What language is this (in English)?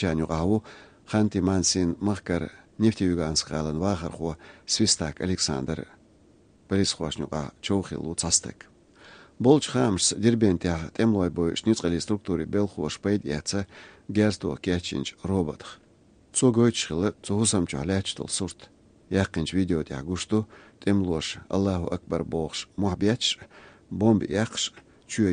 Chechen